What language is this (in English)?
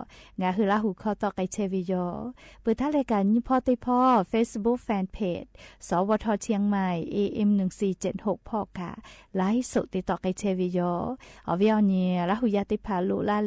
Lahu